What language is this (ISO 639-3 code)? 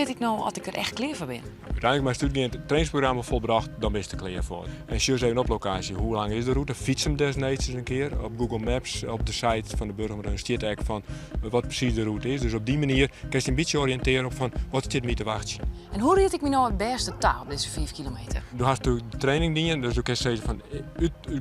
fry